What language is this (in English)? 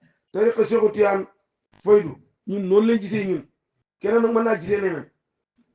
Wolof